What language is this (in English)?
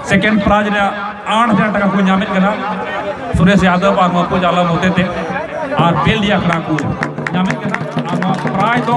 Santali